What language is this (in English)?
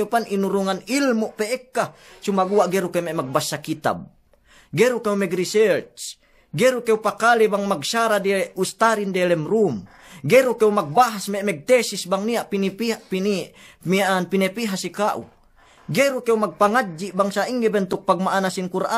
Yakan